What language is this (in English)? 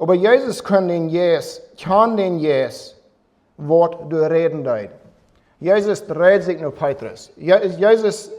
Plautdietsch